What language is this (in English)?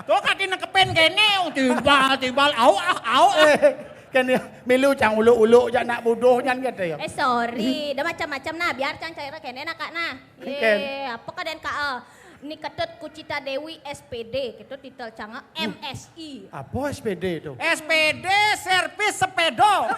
Balinese